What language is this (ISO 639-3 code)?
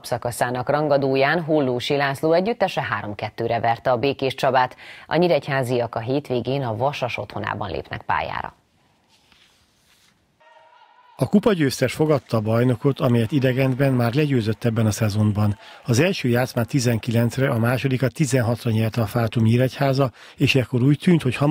hun